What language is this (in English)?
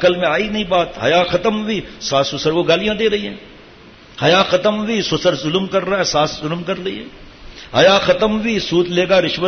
Urdu